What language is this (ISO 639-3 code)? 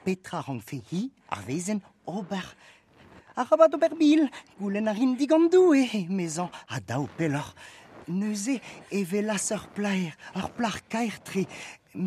bre